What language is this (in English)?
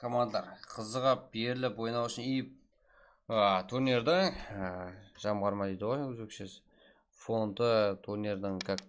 Kara-Kalpak